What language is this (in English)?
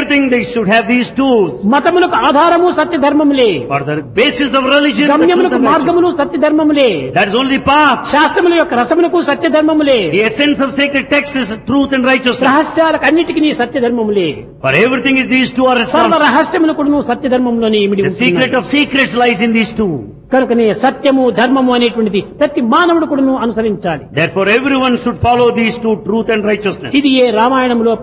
Telugu